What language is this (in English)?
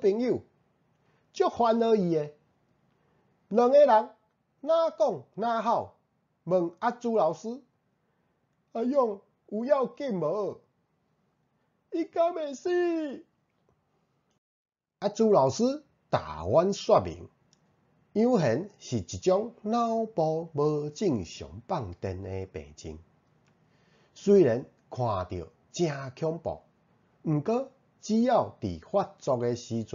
Min Nan Chinese